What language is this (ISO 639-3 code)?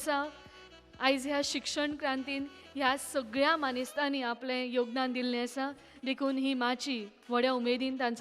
kok